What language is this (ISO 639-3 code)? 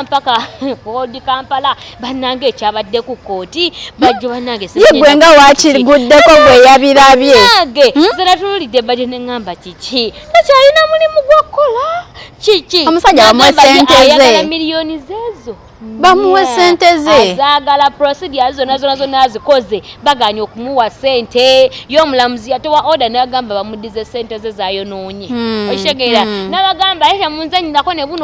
lug